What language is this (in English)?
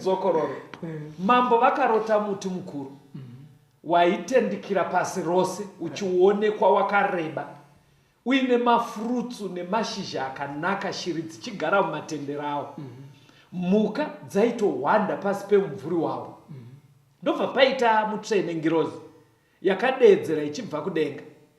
Shona